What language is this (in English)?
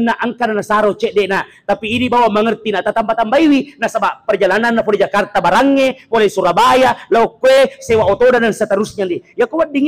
Buginese